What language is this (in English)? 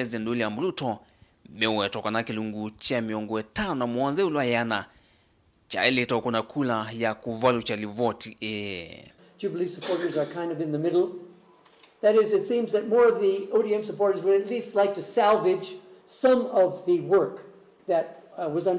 Kamba